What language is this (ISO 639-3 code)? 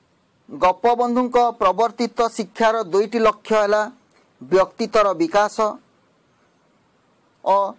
ori